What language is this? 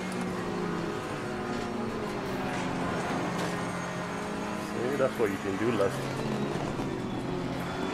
English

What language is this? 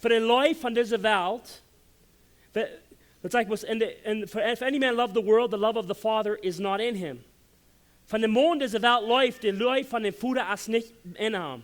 Plautdietsch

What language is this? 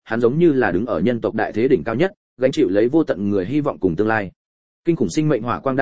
Vietnamese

